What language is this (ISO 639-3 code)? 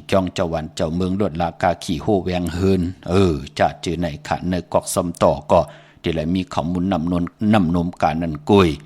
shn